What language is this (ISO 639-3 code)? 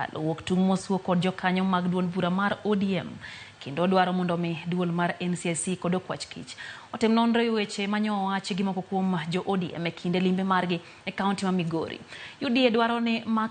luo